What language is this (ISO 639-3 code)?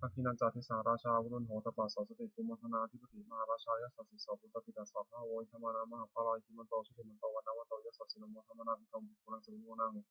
pli